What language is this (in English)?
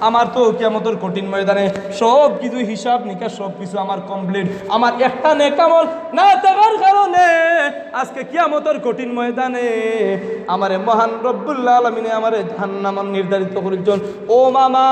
Sylheti